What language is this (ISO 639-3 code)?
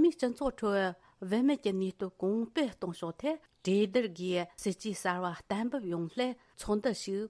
bod